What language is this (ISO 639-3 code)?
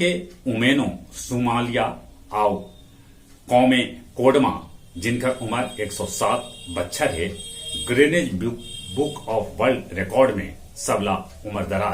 mag